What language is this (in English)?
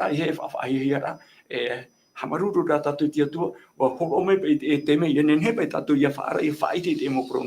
Tahitian